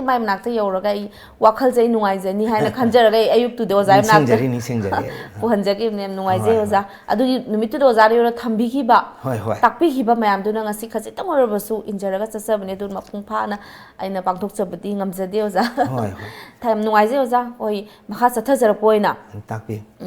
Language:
Manipuri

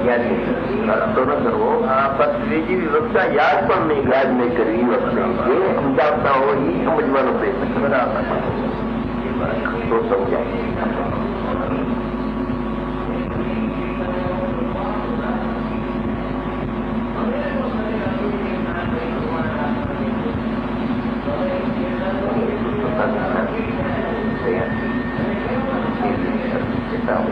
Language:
Gujarati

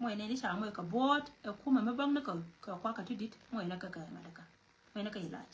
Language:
Nuer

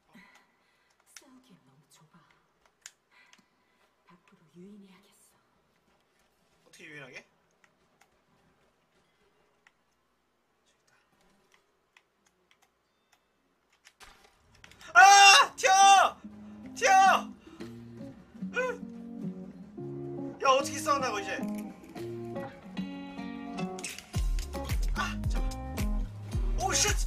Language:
Korean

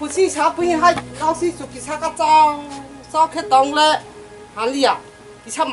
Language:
Kok Borok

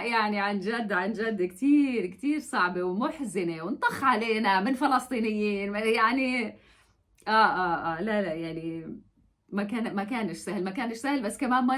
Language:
North Levantine Arabic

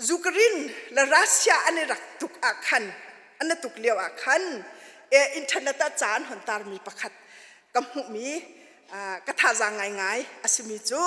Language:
Hakha Chin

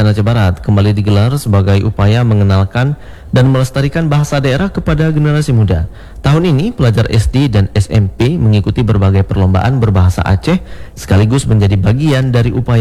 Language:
Indonesian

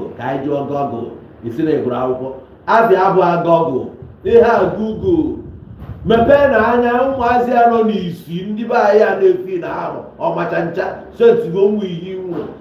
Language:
Igbo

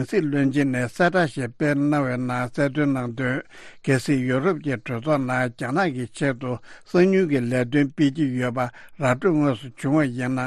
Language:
Tibetan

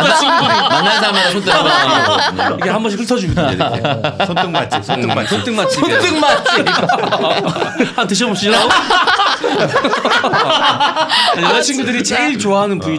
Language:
Korean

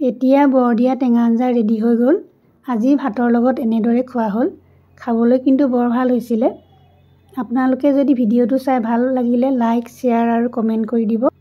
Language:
Assamese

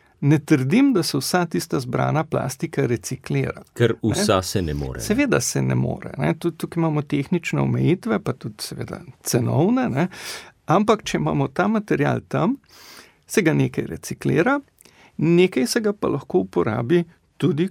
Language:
Slovenian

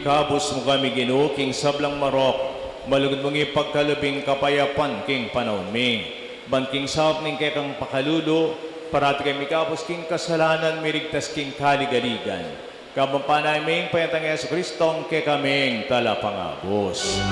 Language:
Pampanga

